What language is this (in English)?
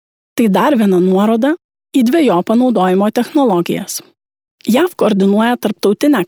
Lithuanian